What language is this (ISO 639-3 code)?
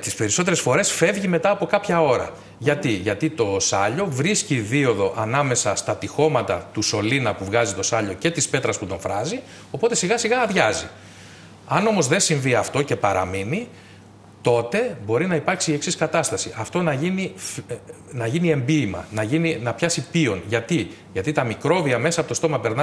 ell